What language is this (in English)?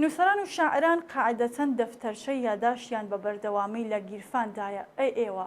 Central Kurdish